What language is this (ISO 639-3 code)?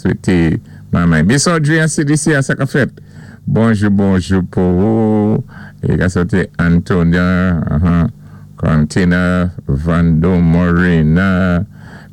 acf